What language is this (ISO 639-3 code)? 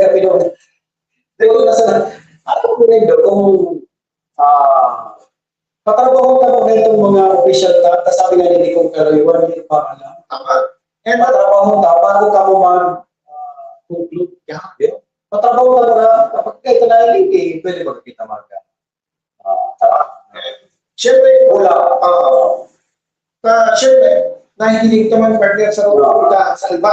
bik